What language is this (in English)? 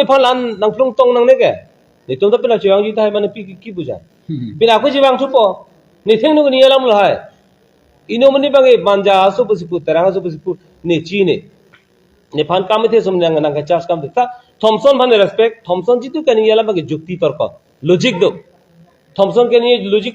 Karbi